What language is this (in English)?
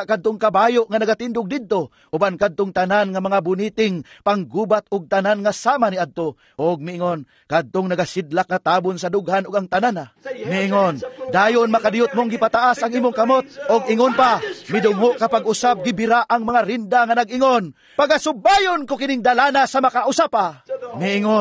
Cebuano